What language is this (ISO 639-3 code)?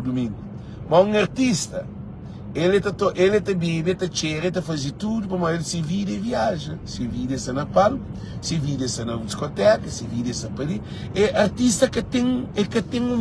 kea